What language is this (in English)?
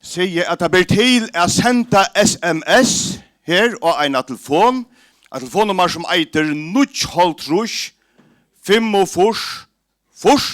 Faroese